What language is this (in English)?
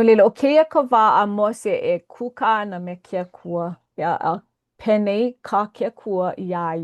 Hawaiian